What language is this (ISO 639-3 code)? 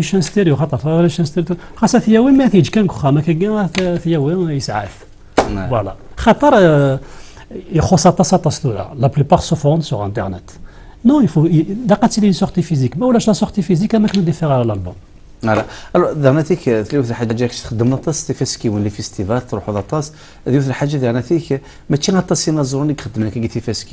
kab